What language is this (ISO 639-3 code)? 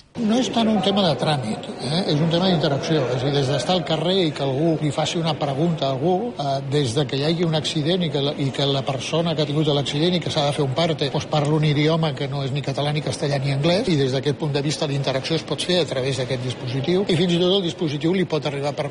cat